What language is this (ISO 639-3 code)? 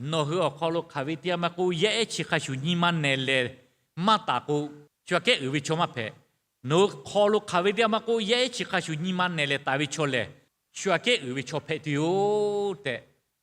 lhu